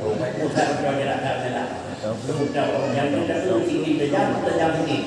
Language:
Achinese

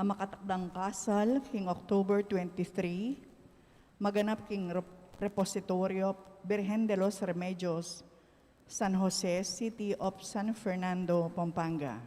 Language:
Pampanga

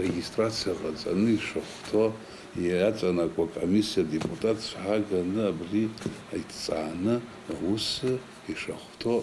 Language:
Abkhazian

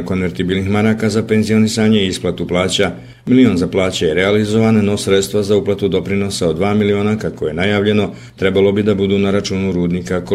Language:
Bosnian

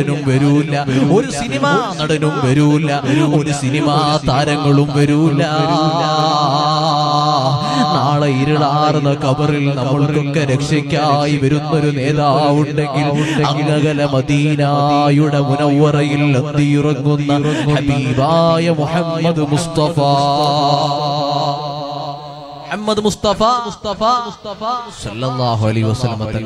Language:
Malayalam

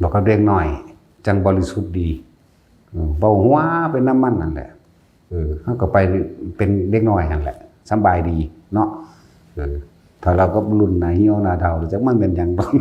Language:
Northeastern Thai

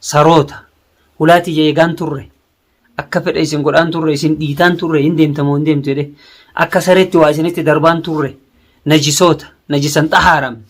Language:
Oromo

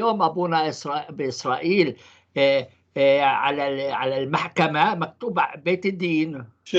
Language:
North Levantine Arabic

